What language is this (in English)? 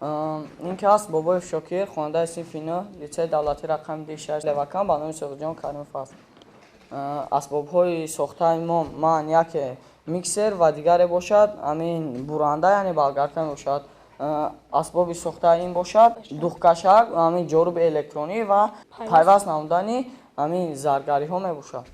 Tajik